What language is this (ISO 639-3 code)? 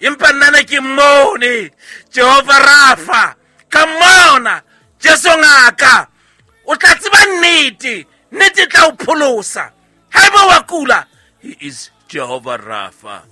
sot